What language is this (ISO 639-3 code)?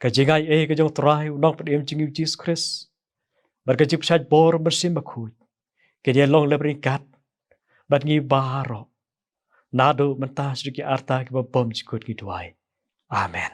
kha